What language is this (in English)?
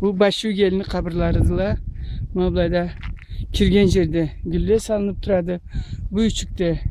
Karachay-Balkar